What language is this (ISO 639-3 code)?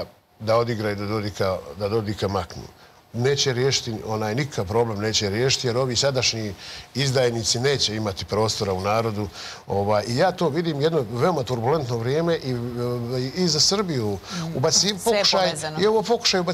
srp